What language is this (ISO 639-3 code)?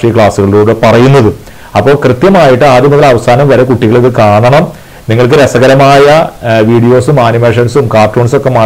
mal